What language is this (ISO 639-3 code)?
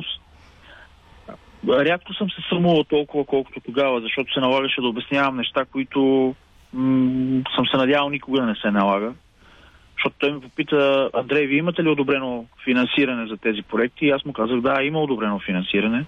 bul